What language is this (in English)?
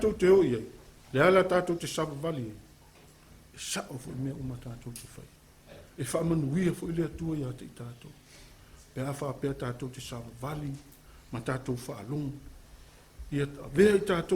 Samoan